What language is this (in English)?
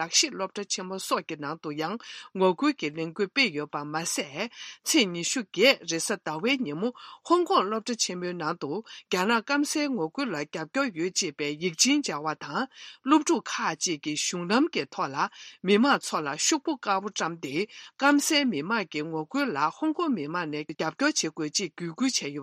Tibetan